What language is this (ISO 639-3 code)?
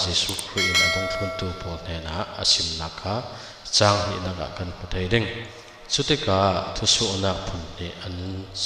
cfm